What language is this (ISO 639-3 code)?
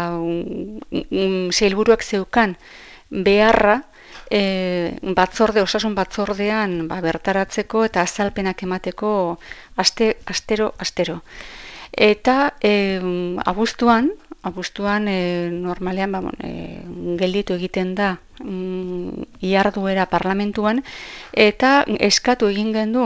eus